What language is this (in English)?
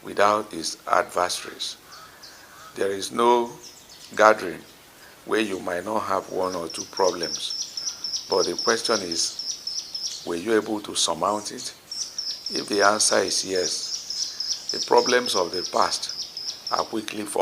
Igbo